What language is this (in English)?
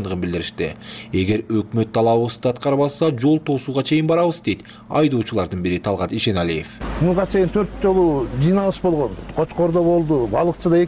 Kyrgyz